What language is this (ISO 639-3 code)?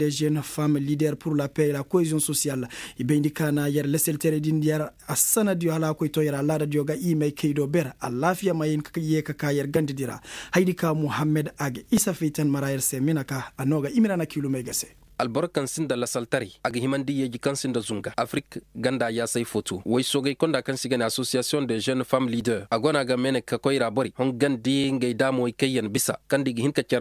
ses